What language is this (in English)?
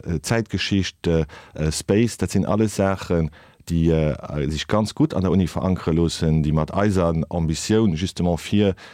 Luxembourgish